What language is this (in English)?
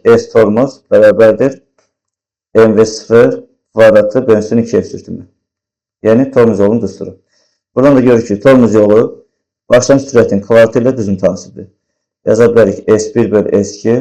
Azerbaijani